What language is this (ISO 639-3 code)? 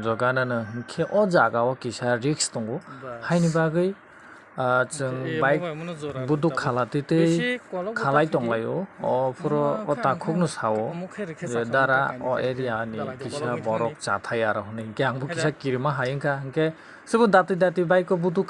trp